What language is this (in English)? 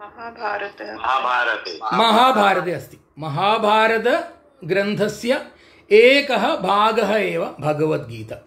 Sanskrit